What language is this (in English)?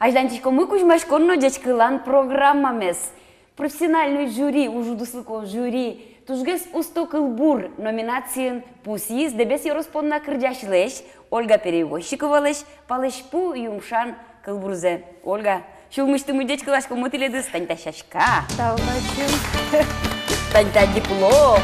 Udmurt